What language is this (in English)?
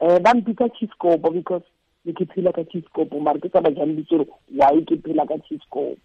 Tswana